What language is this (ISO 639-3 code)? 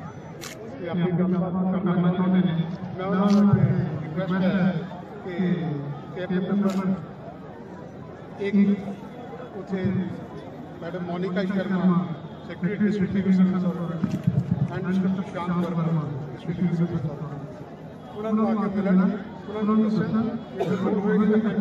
pan